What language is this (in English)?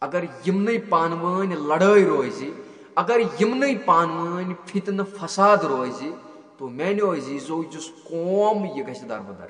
Kashmiri